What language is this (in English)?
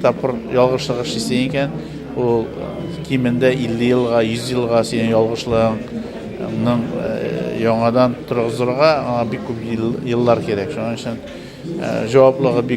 Tatar